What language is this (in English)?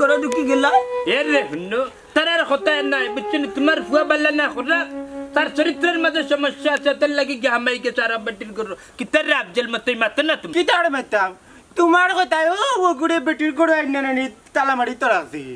Sylheti